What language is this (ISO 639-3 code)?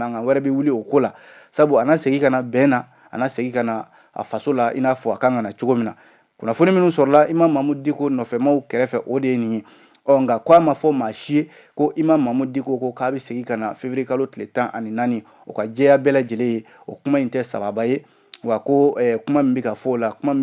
bam